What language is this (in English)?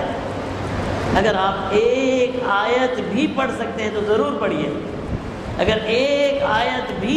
Urdu